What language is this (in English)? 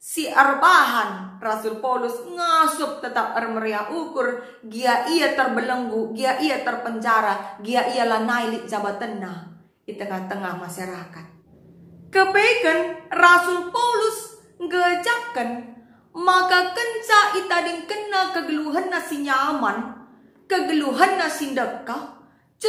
Batak Karo